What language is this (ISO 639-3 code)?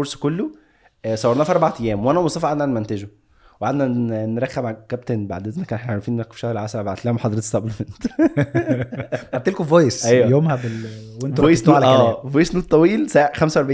arz